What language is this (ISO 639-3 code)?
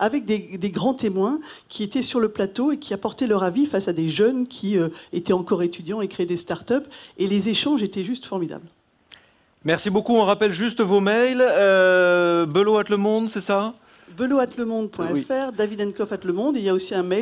fra